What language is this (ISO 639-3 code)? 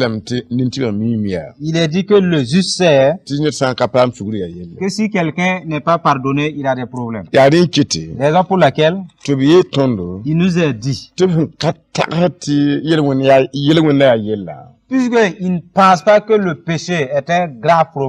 mos